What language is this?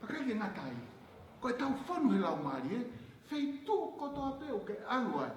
Tongan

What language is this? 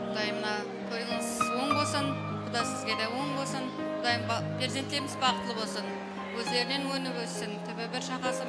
Kara-Kalpak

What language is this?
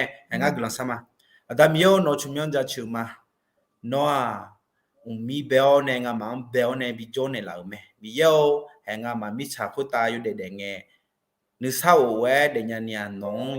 Akha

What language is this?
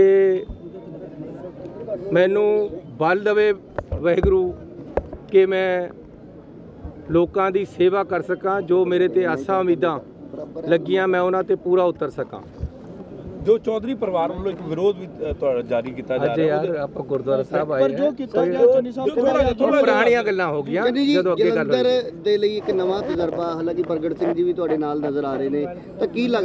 Punjabi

